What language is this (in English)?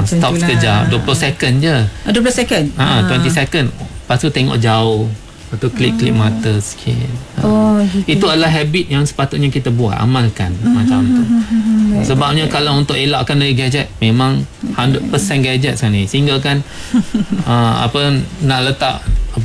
Malay